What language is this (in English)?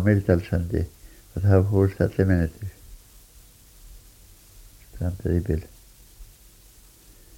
Icelandic